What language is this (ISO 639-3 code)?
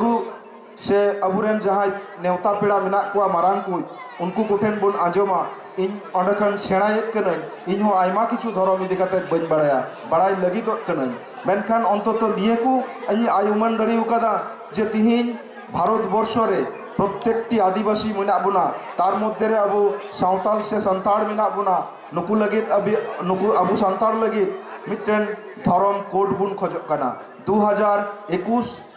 sat